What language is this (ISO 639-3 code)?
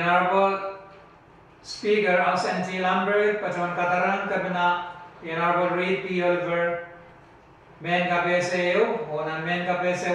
pon